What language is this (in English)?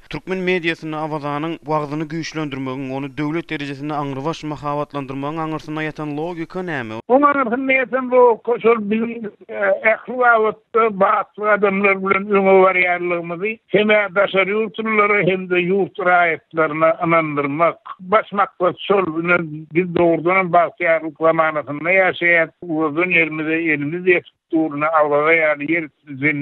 Turkmen